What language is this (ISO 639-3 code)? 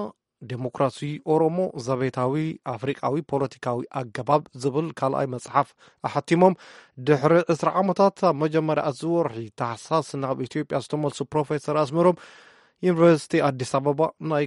tir